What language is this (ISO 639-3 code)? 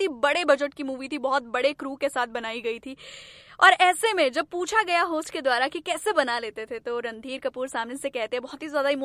hin